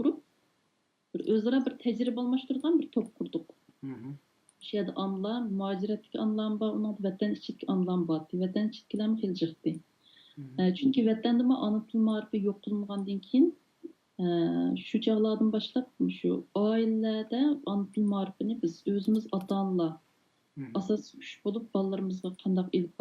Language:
Uyghur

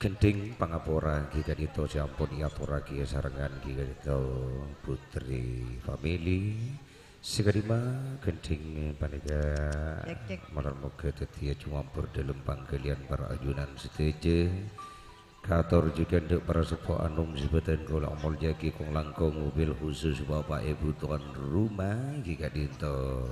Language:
Madurese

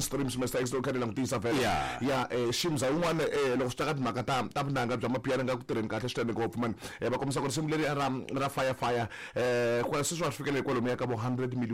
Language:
Tsonga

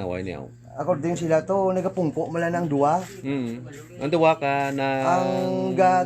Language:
Hiligaynon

